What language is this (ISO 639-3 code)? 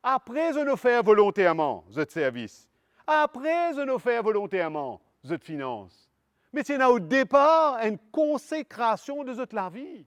mfe